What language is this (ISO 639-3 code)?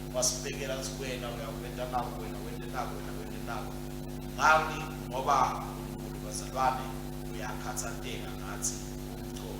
ssw